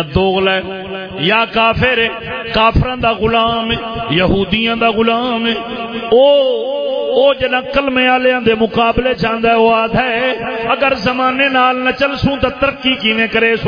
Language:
Saraiki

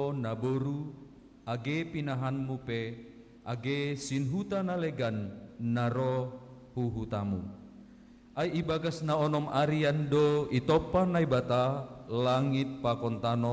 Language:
Batak Simalungun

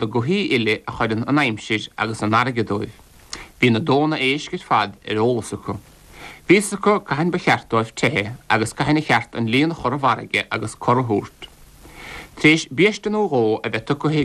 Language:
Irish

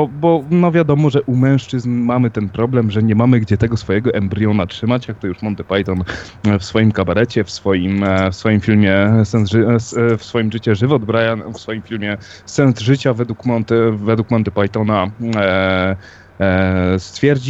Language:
Polish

